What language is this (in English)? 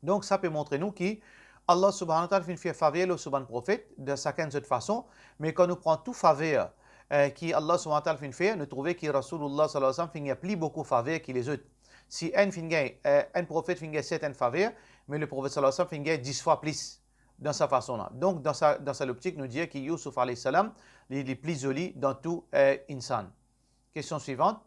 Morisyen